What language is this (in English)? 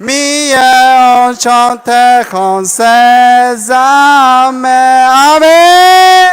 Akha